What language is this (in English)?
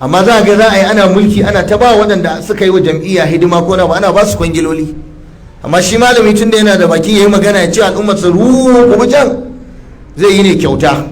Hausa